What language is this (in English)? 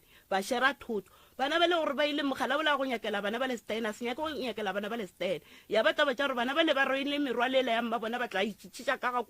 Northern Sotho